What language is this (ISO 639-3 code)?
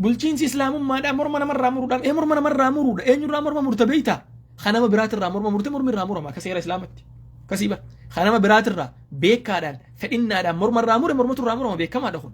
orm